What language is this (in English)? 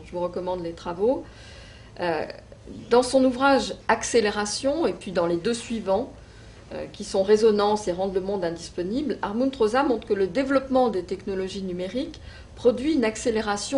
French